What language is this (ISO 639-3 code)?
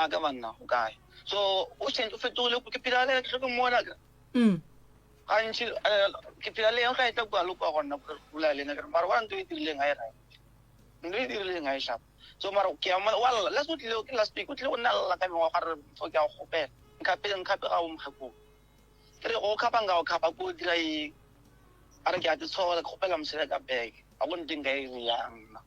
nso